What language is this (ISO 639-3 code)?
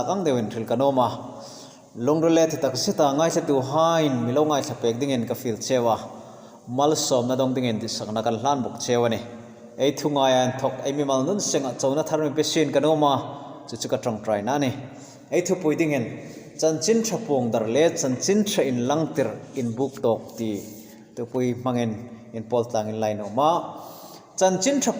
hmr